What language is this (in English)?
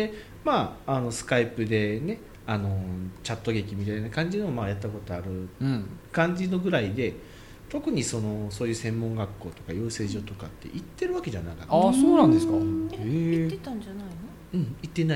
Japanese